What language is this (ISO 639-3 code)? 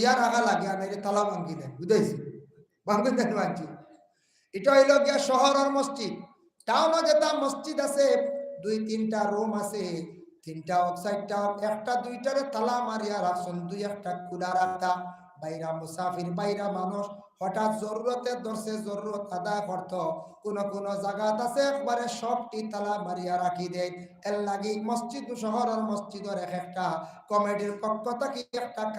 syl